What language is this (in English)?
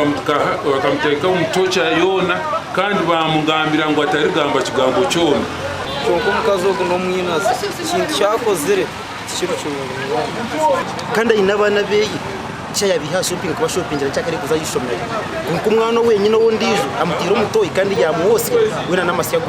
Nyankole